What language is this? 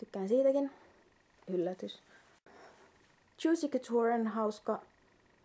Finnish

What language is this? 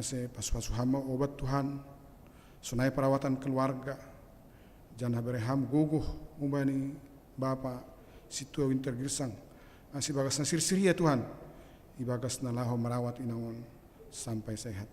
Batak Simalungun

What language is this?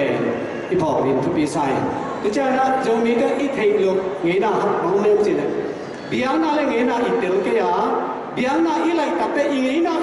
Tedim Chin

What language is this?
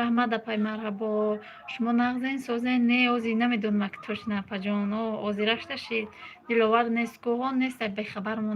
Tajik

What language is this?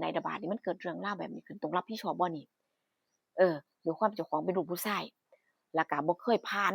Northeastern Thai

